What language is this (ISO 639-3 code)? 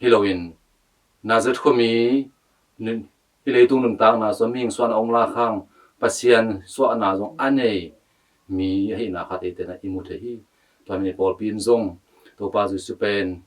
ctd